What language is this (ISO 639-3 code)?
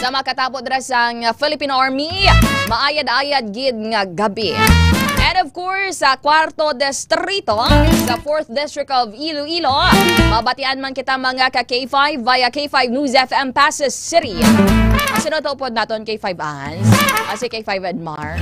hil